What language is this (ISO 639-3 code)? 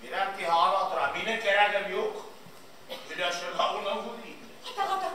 bak